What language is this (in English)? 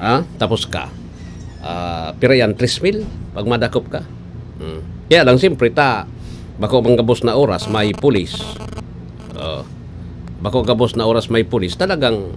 Bikol